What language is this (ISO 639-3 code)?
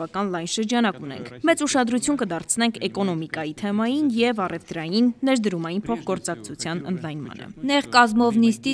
hye